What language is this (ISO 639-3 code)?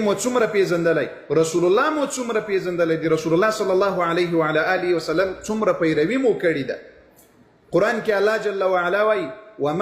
pus